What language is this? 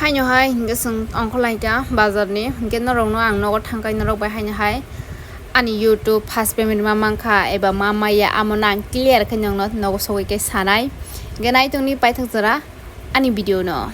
Kok Borok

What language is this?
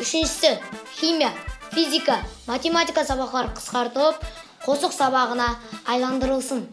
Kara-Kalpak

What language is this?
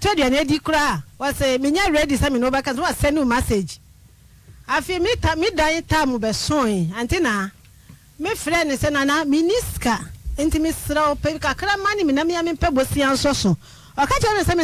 Akan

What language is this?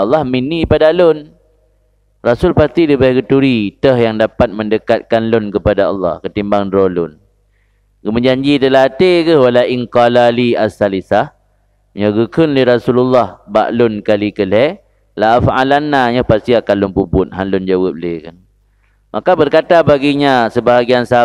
Achinese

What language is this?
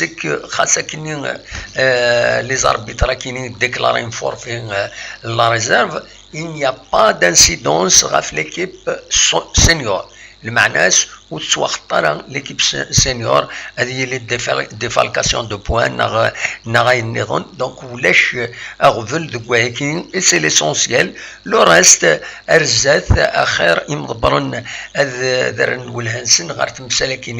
Kabyle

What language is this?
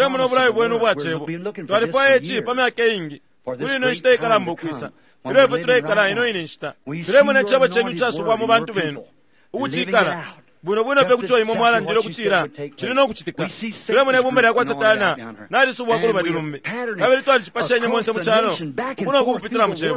Bemba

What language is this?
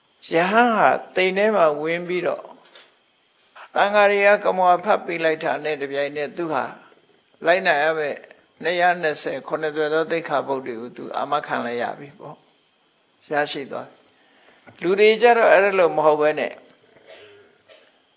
Burmese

